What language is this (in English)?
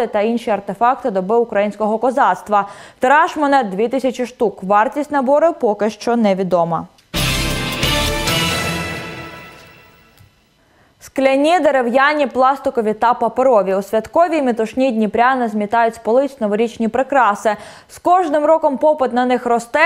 Ukrainian